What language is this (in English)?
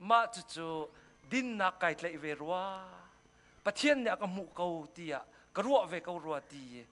Hakha Chin